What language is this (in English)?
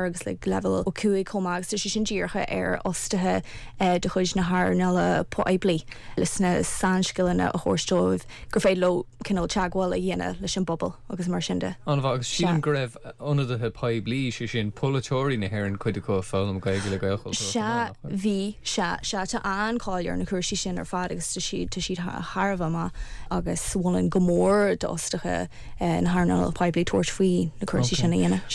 Irish